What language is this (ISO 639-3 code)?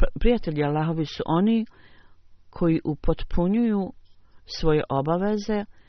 bos